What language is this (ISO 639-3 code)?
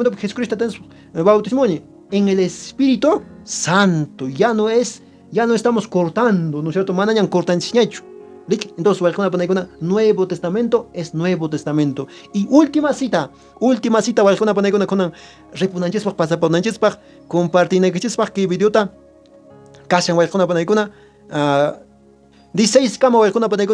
que